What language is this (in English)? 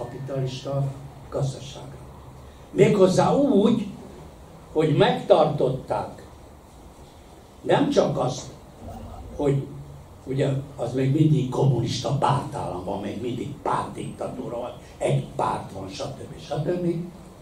Hungarian